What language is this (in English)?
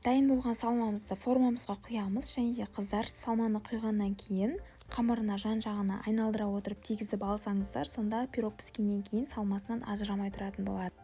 Kazakh